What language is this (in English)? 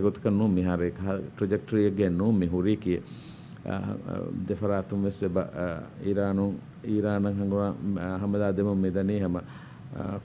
Divehi